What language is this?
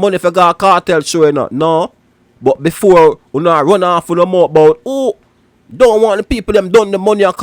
Jamaican Creole English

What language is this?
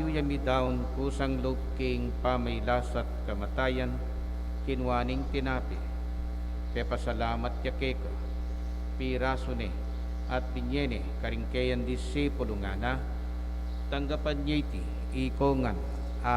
Pampanga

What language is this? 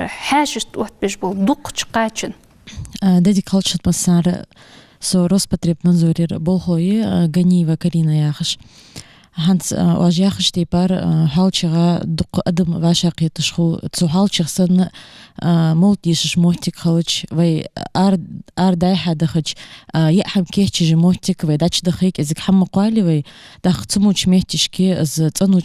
Ingush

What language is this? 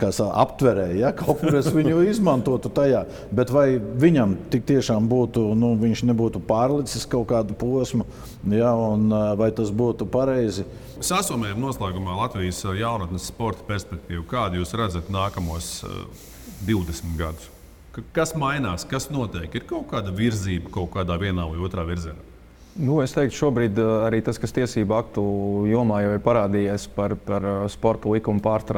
Latvian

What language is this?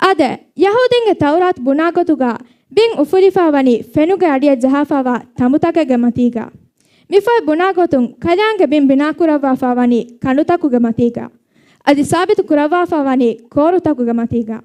Divehi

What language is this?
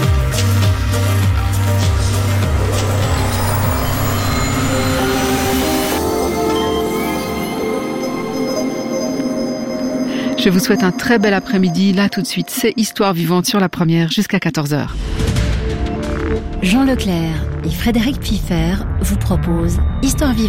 French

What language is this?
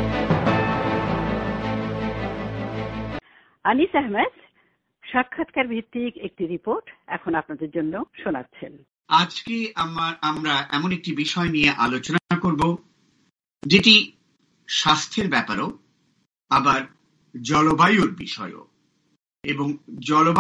Bangla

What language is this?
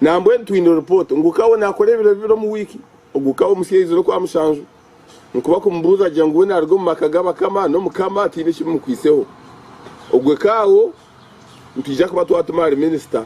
Nyankole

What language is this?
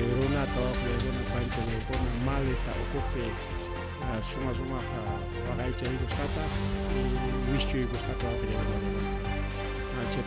Ayacucho Quechua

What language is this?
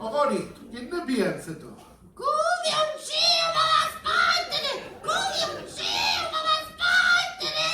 Sicilian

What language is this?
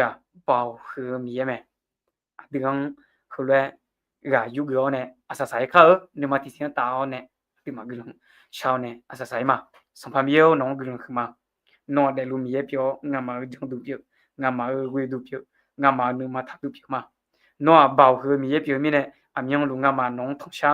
Akha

